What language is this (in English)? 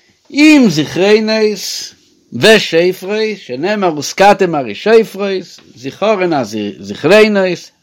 Yiddish